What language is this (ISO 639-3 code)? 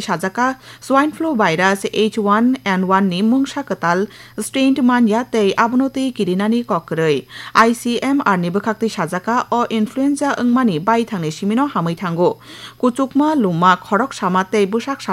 trp